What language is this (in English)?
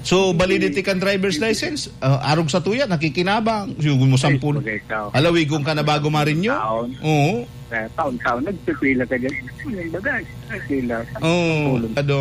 Bikol